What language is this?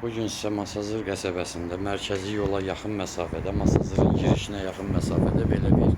Azerbaijani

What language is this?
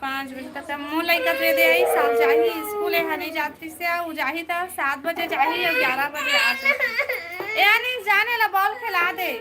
Chhattisgarhi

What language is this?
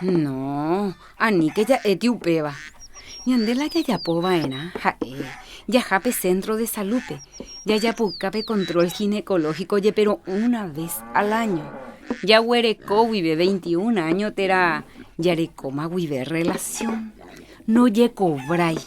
Guarani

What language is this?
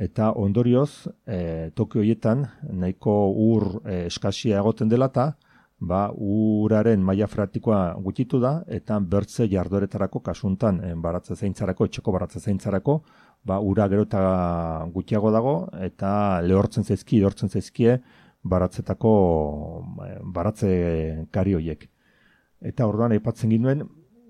Basque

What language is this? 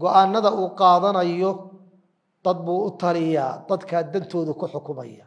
Somali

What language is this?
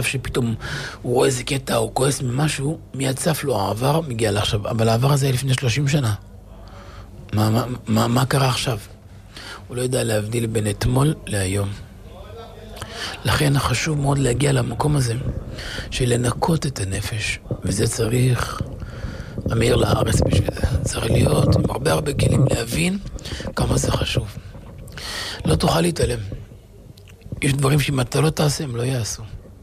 Hebrew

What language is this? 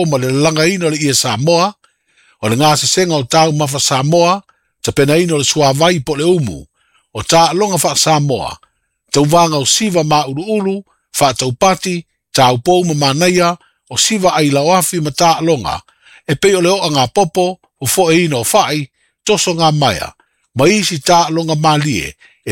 Samoan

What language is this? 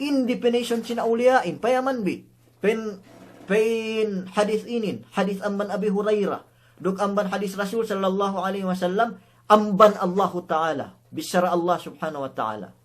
Yakan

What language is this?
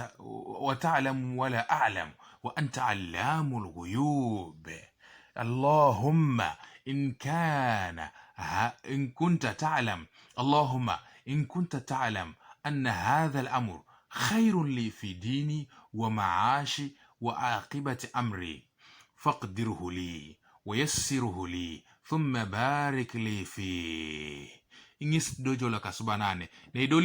Teso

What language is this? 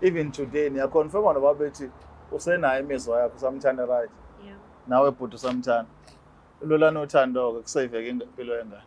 Zulu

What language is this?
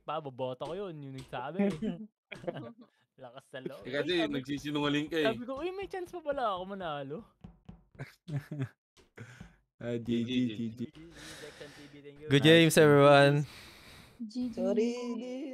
Filipino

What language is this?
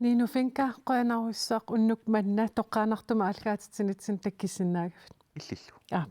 Kalaallisut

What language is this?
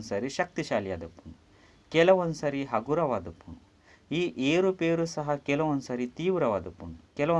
Tulu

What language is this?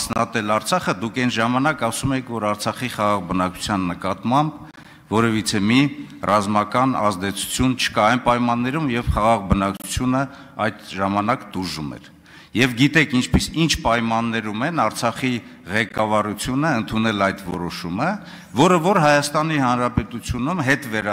Armenian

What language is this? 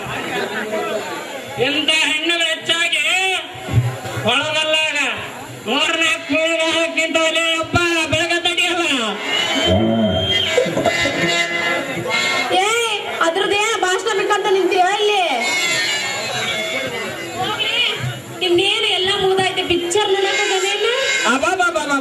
Kannada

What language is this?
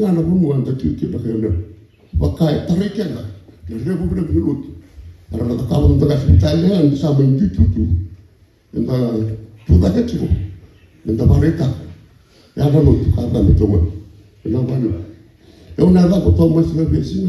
Fijian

